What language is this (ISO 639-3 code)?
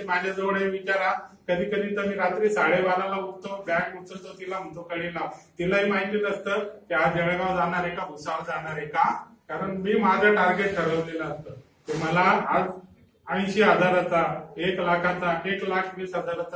mar